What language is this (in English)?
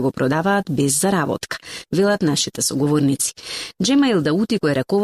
Macedonian